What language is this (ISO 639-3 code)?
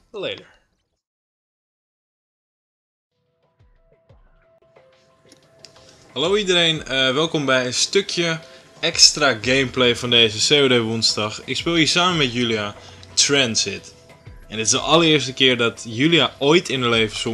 nld